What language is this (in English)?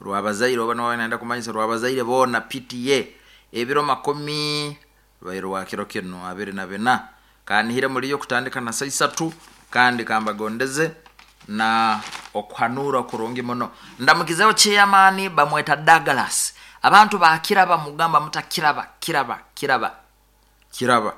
Nyoro